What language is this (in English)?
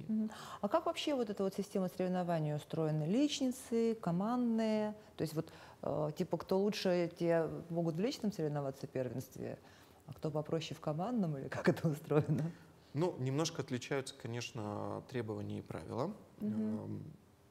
Russian